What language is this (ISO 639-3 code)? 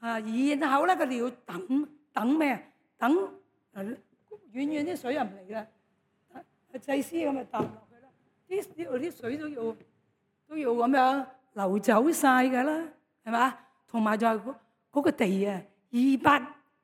yue